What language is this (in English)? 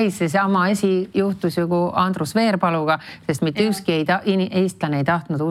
Estonian